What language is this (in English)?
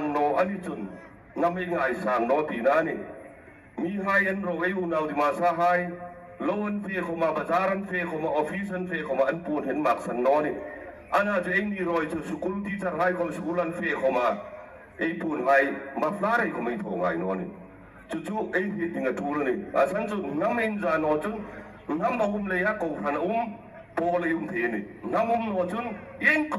Hmar